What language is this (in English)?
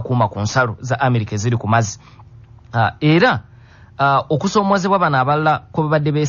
Ganda